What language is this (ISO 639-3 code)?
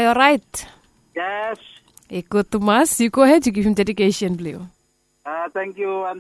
bis